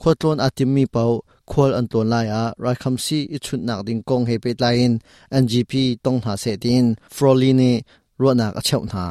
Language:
Hakha Chin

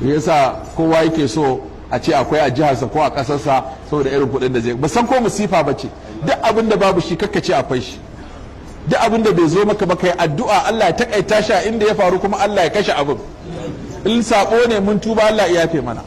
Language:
Hausa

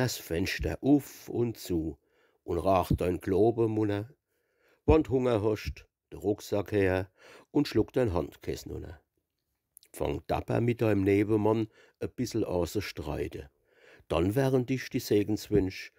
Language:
Palatine German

